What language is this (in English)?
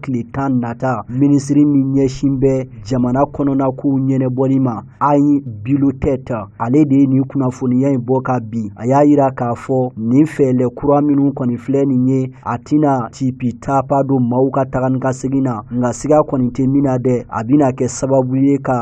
Bambara